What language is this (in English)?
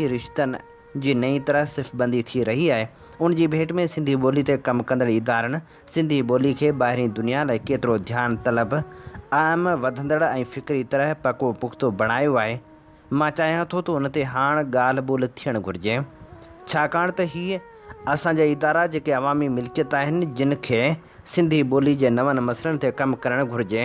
Sindhi